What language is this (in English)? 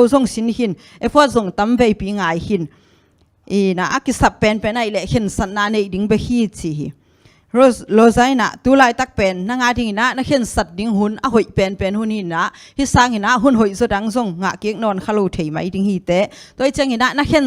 Tedim Chin